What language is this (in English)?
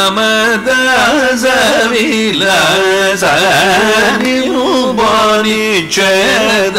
Telugu